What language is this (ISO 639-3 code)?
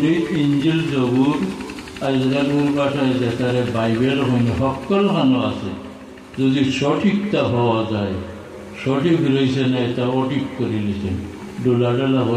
syl